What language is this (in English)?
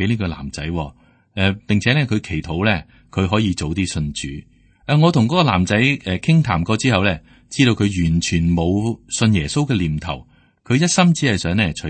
Cantonese